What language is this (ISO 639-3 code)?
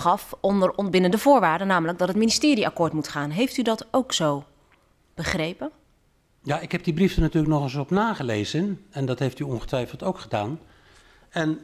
nld